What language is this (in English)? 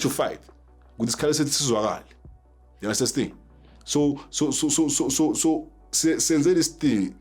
Zulu